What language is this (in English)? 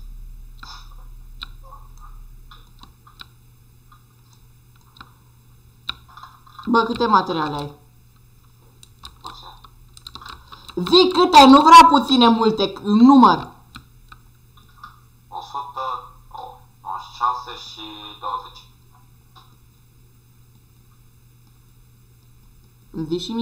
Romanian